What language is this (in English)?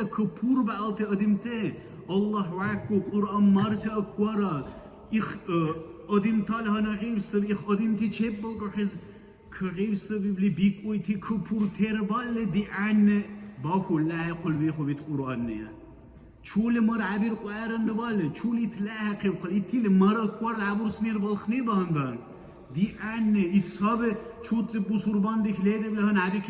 Dargwa